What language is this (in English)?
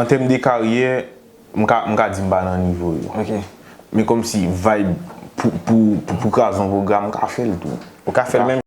Haitian Creole